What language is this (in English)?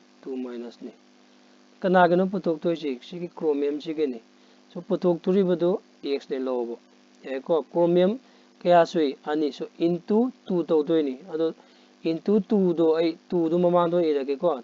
Manipuri